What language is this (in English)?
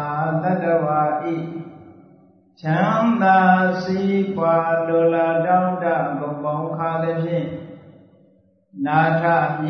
Burmese